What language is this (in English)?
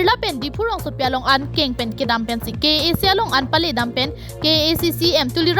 Karbi